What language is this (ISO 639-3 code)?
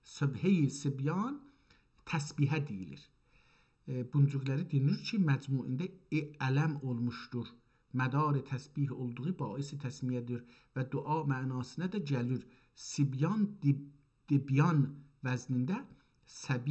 azb